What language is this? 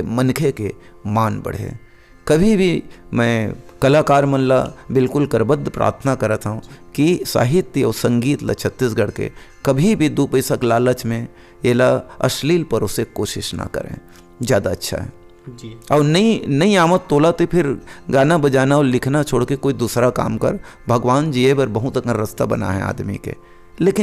Chhattisgarhi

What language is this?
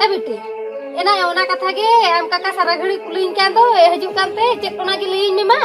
Santali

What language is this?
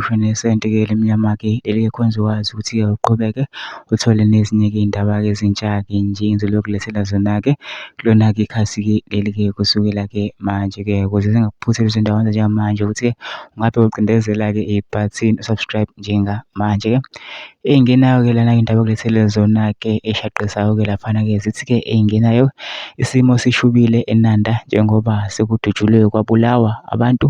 Zulu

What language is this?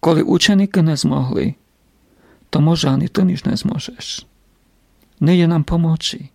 Rusyn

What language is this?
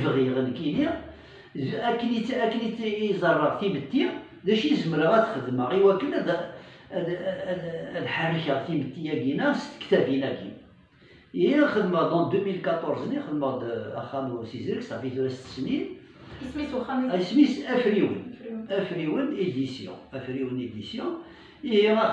Kabyle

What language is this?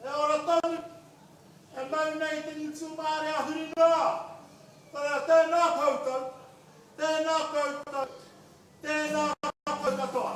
Māori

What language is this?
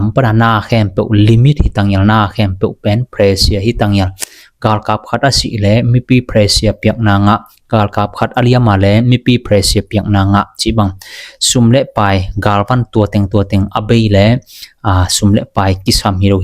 Tedim Chin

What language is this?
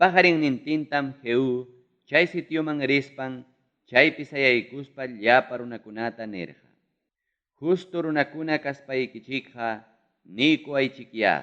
Ayacucho Quechua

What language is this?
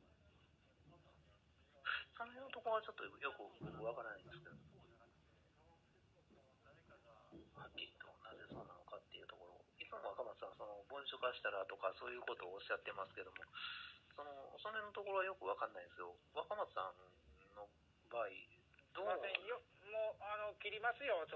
Japanese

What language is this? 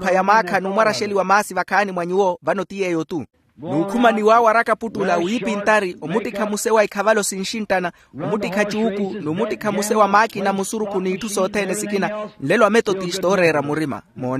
Makhuwa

